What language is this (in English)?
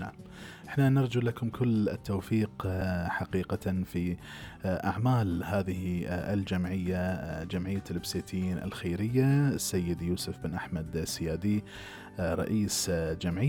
Gulf Arabic